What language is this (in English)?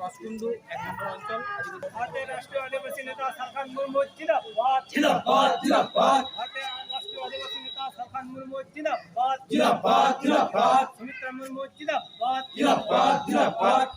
Santali